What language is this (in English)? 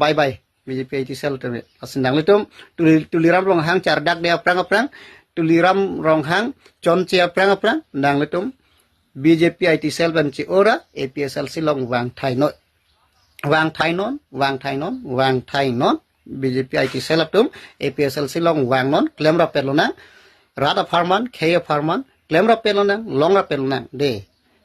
Karbi